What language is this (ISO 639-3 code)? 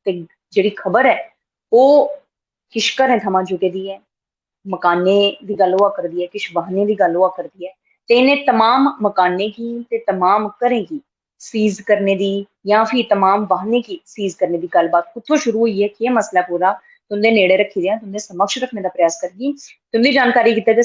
doi